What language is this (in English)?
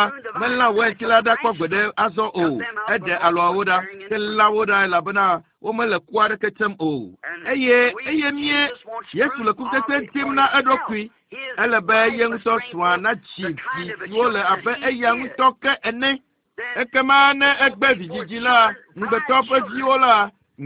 Ewe